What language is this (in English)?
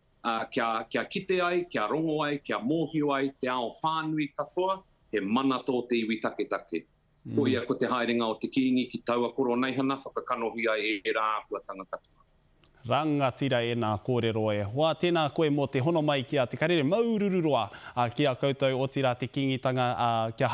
Māori